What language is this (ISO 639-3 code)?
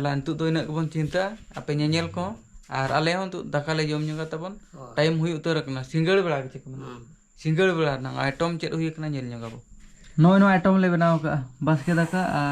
sat